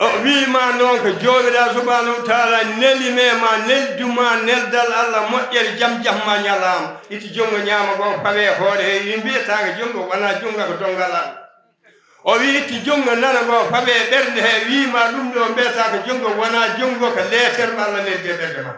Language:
Fula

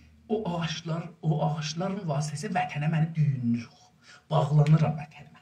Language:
South Azerbaijani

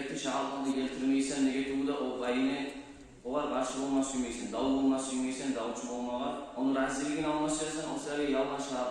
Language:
Kumyk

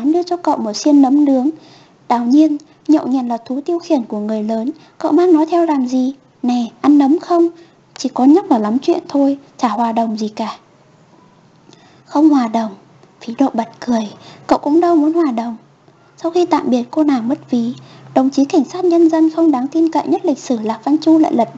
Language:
Vietnamese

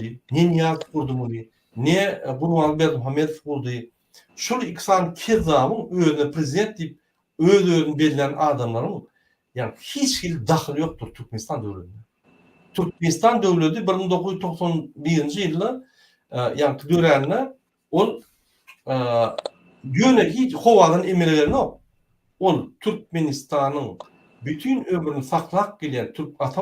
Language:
Turkmen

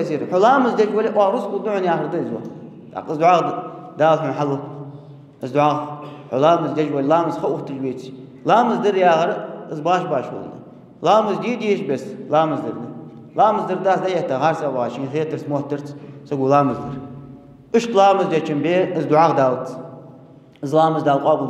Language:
Ingush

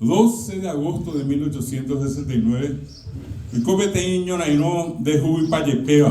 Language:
Guarani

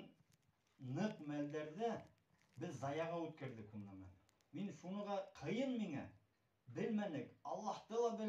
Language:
Bashkir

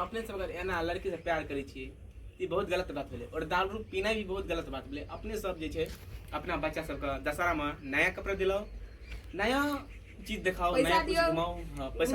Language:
Maithili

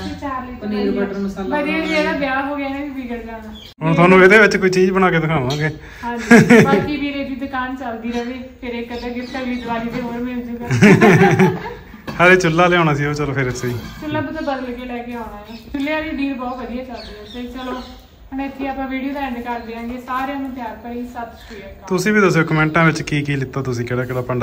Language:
Punjabi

